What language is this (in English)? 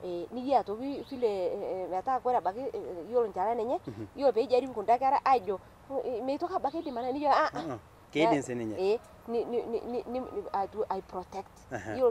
Masai